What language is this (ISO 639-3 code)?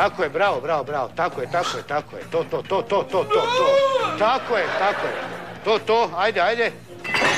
hrv